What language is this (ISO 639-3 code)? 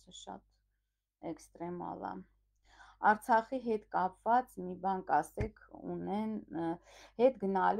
hye